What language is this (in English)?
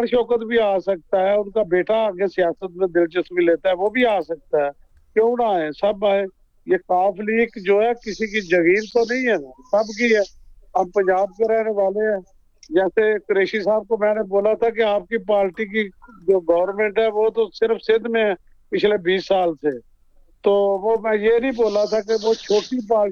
Urdu